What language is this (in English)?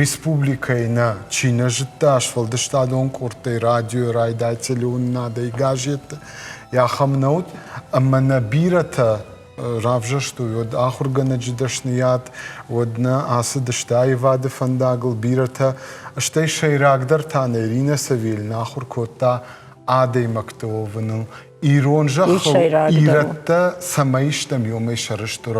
Ossetic